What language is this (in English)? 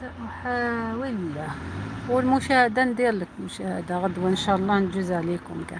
Algerian Arabic